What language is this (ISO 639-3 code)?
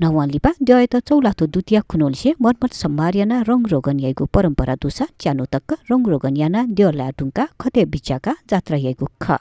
new